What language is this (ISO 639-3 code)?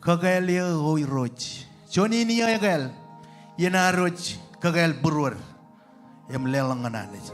mah